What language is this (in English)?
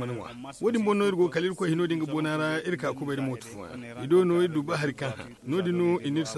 Zarma